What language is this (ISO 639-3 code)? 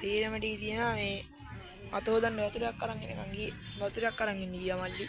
sin